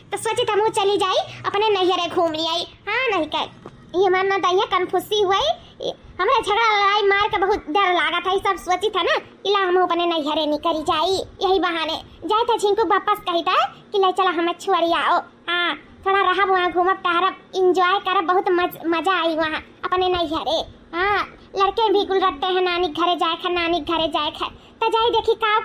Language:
Awadhi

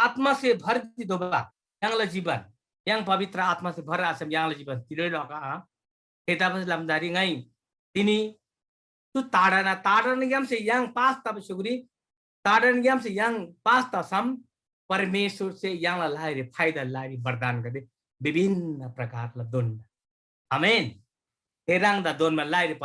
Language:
Eastern Tamang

